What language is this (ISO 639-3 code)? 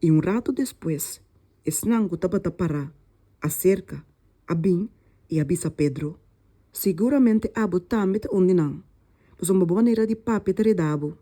pap